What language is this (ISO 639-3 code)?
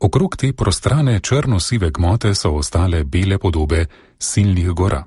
slv